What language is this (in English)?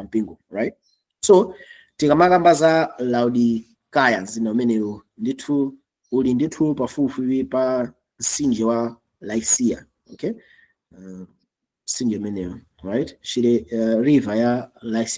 Nyanja